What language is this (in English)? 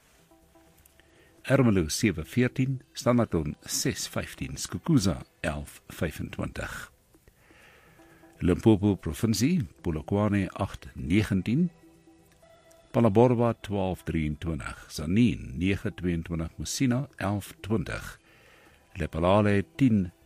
Afrikaans